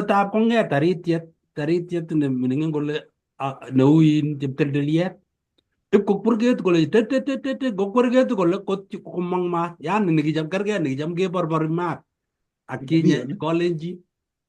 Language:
Kalenjin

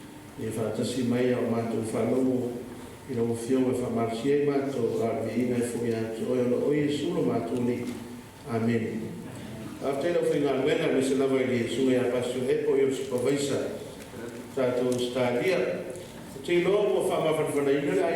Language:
Samoan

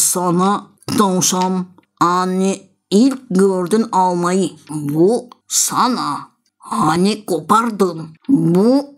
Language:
Gagauz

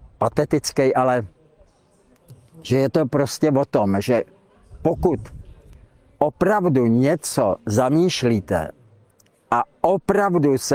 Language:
Czech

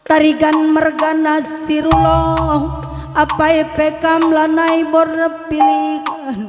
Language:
Batak Karo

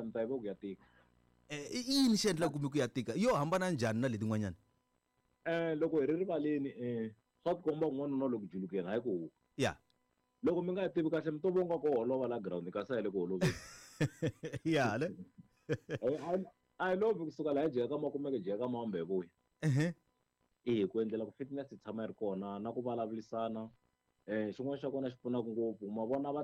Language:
Tsonga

